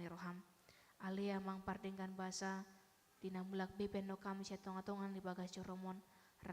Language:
Batak Toba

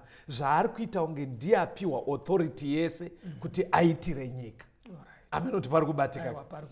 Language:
Shona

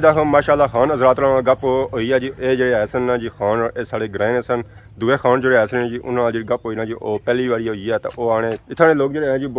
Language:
Pahari-Potwari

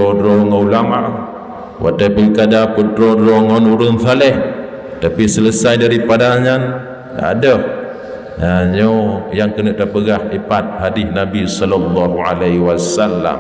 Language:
Achinese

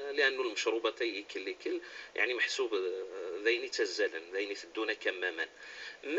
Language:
Kabyle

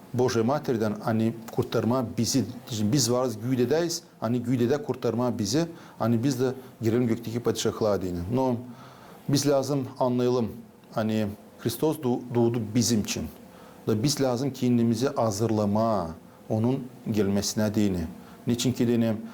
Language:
Gagauz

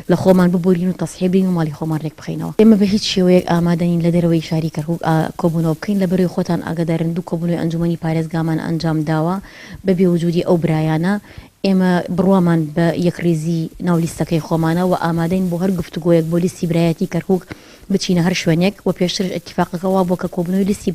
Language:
Central Kurdish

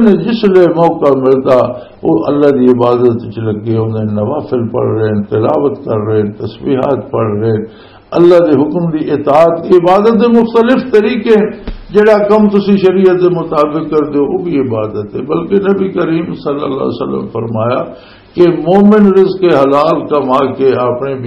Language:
Western Panjabi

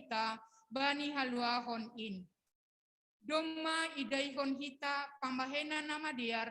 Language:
Batak Simalungun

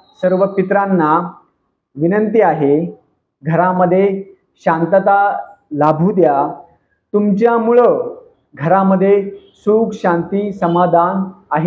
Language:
Marathi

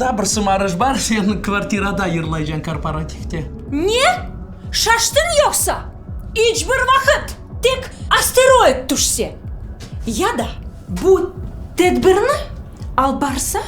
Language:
Crimean Tatar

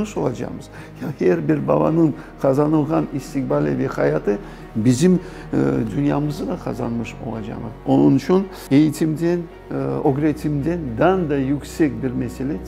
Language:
Crimean Tatar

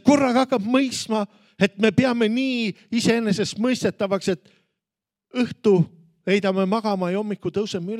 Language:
Estonian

